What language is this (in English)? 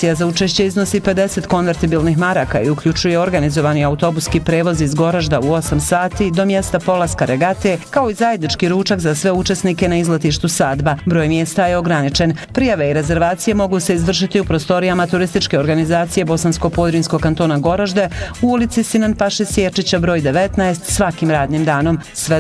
Bosnian